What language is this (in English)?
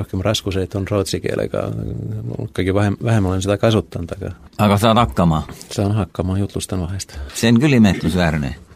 Estonian